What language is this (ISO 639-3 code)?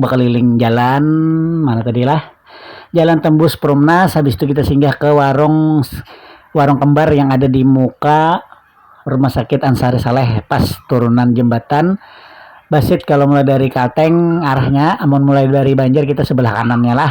bjn